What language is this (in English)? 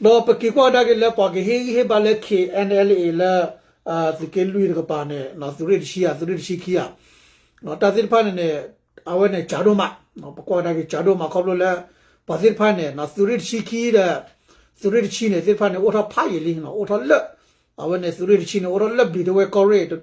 S'gaw Karen